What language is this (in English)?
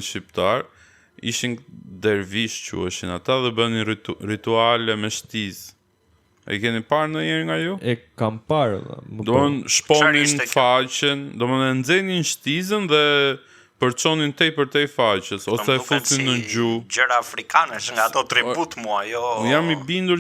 Albanian